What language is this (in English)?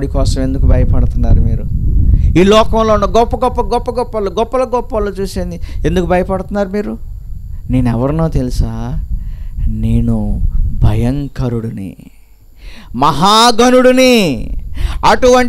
Telugu